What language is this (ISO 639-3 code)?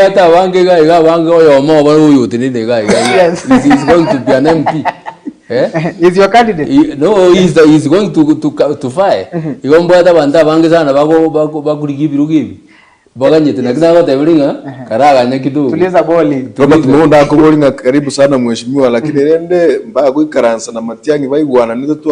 guz